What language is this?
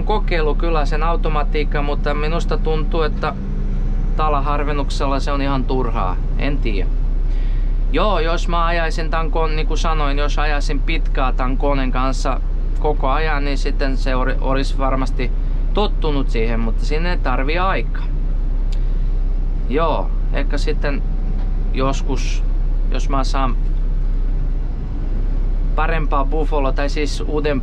Finnish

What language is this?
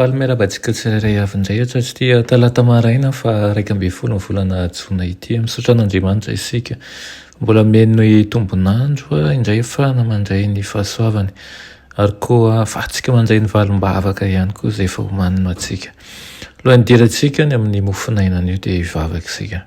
Malagasy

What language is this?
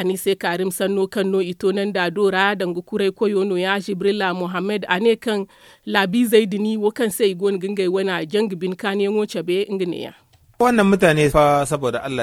Zarma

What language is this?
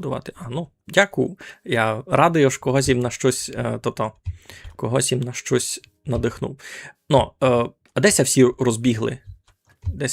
Rusyn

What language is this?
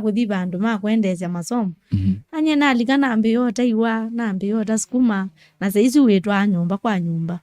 Kamba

